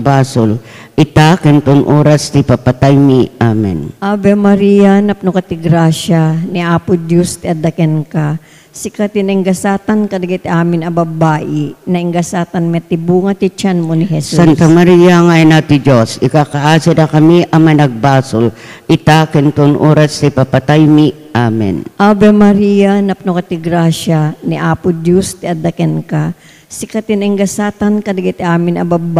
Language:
Iloko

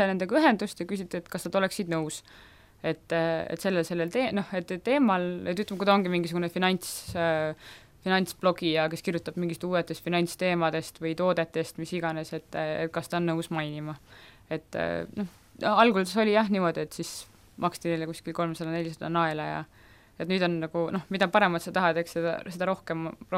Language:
Estonian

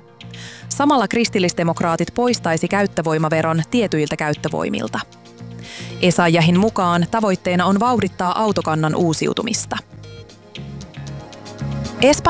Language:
Finnish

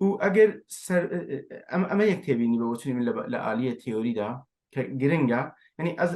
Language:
Kurdish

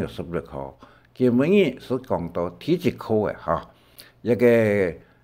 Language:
Hakka Chinese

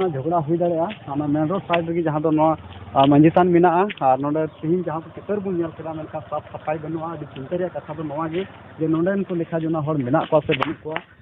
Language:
Santali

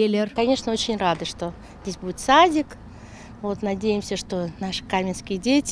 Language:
Crimean Tatar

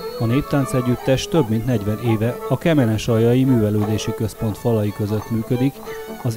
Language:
Hungarian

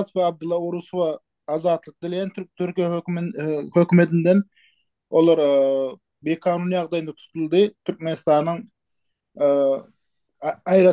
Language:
Turkmen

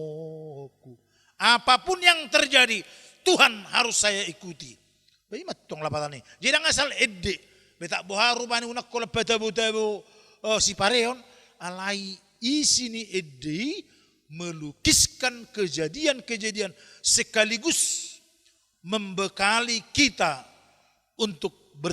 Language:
Batak Toba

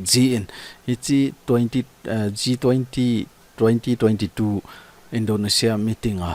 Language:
Thado Chin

